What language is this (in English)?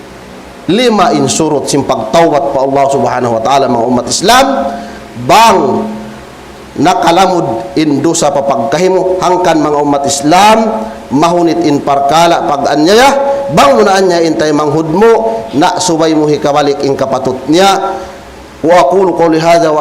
Tausug